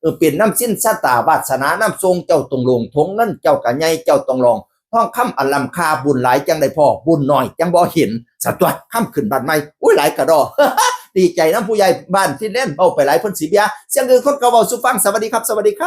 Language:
Northeastern Thai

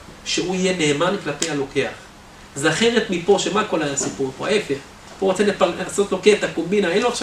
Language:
Hebrew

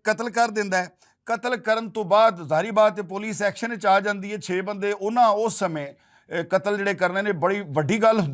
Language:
Western Panjabi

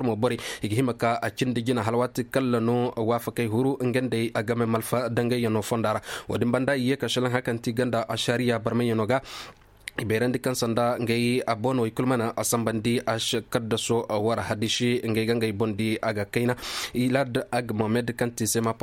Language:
Koyraboro Senni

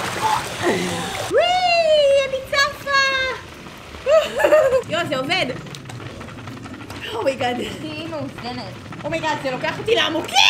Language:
Hebrew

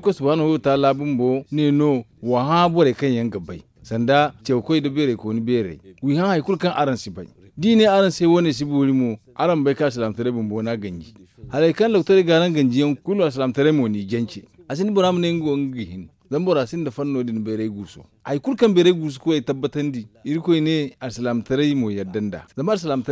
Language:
Zarma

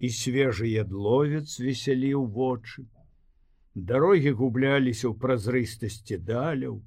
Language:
Belarusian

